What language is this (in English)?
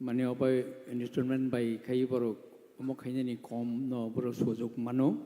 Kok Borok